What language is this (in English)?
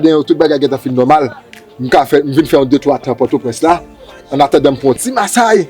Haitian Creole